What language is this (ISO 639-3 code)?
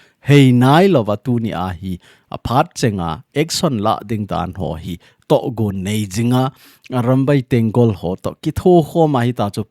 tcz